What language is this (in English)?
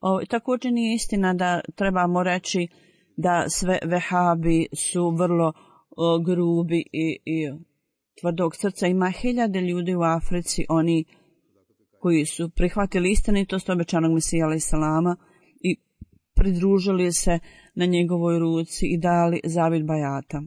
Bosnian